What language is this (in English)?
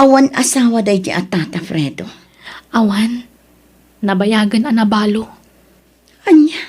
Iloko